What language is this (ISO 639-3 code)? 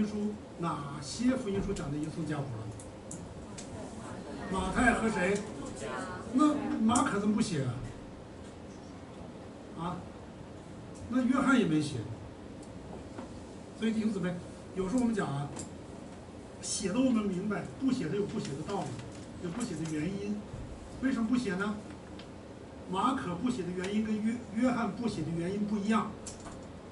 zho